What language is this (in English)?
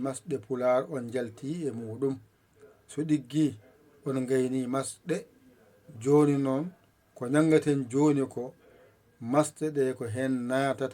Fula